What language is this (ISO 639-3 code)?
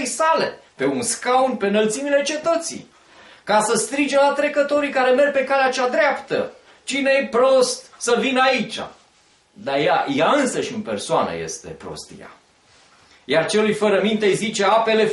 ron